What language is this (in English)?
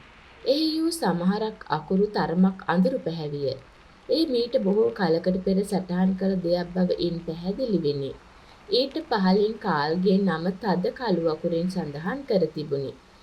Sinhala